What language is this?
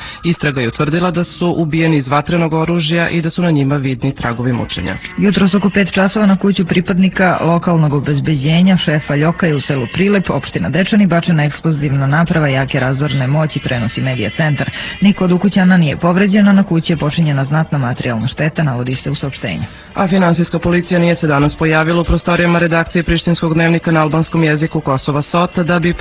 Serbian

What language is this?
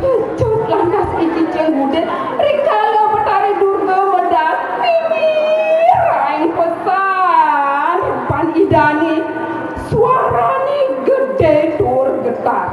Balinese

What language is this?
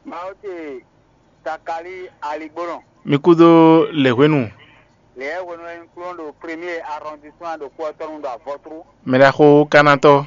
Fon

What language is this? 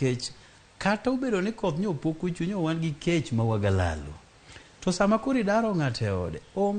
Luo (Kenya and Tanzania)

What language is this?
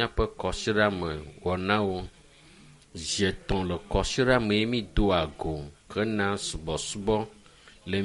Ewe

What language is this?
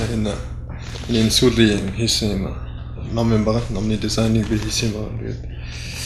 Mongolian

